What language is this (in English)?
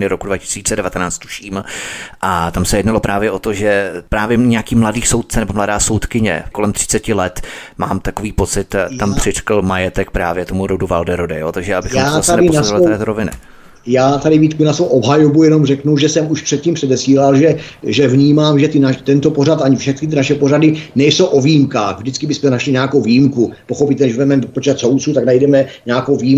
Czech